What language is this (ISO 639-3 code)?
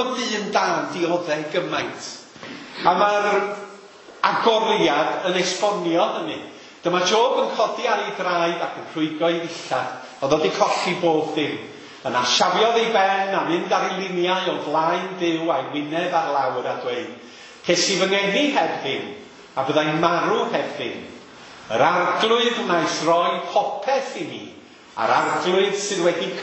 cym